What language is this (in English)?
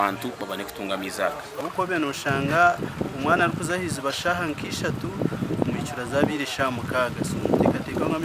Nyankole